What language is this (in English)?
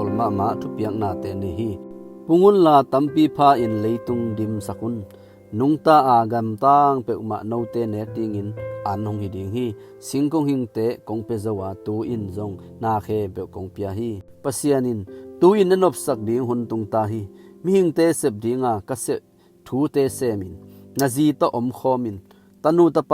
Tedim Chin